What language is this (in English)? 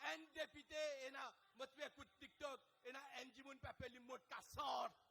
Morisyen